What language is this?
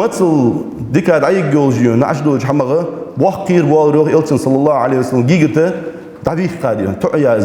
Ingush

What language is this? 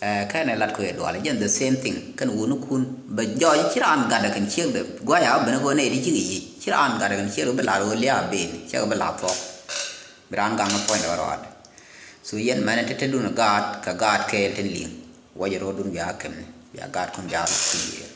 Nuer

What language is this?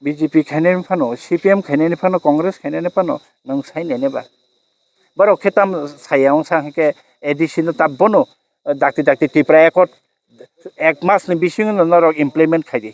Kok Borok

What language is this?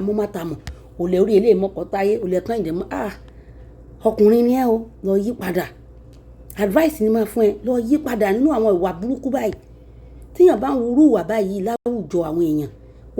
Yoruba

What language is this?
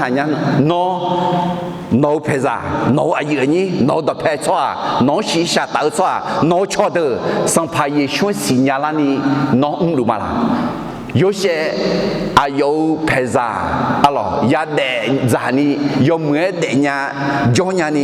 Akha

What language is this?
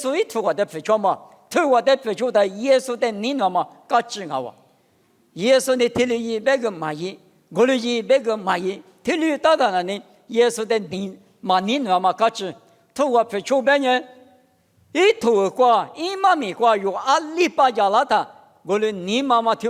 Lisu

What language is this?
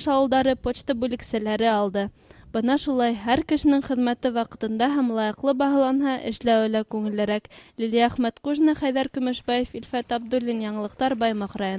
Bashkir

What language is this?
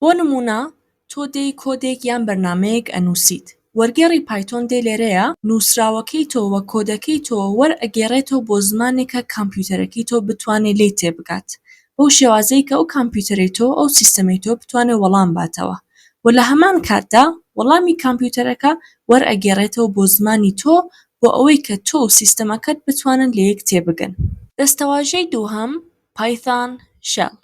Central Kurdish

